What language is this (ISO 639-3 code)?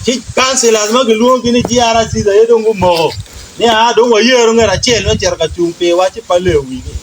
ach